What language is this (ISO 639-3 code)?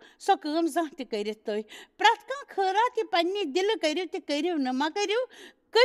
kas